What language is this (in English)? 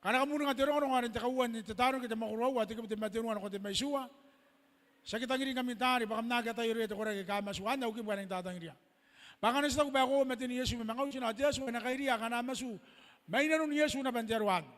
Gilbertese